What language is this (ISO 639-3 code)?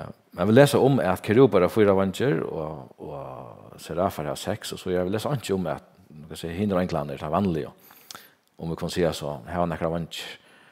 fao